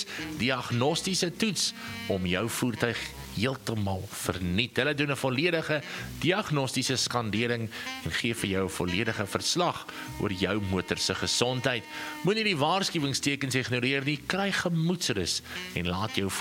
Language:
Afrikaans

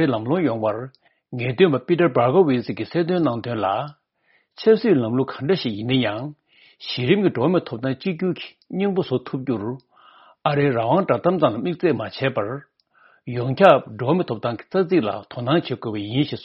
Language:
Tibetan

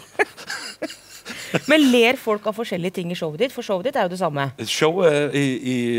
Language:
Norwegian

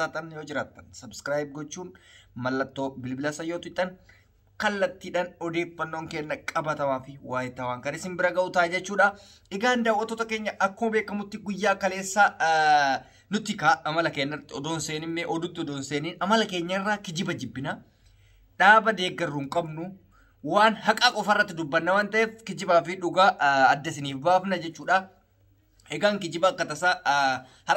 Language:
Oromo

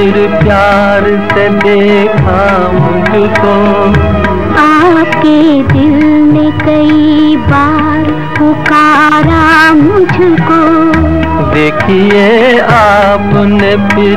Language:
Hindi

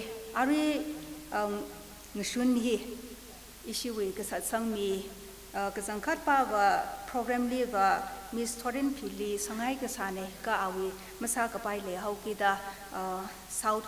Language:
Tangkhul Naga (India)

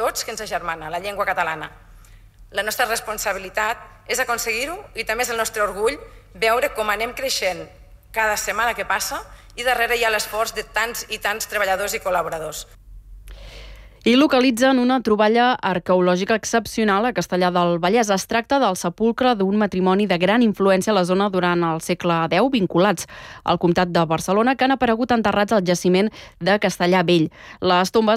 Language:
Catalan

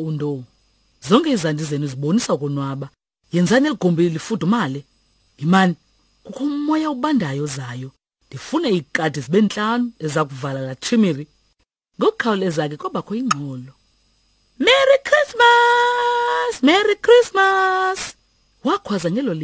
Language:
Xhosa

